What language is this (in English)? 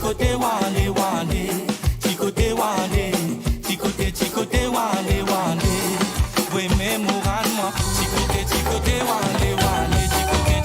Morisyen